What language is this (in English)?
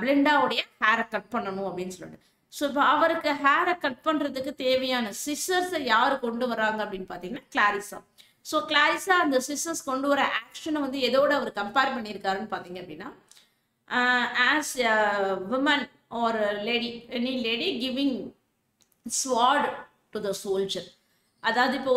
Tamil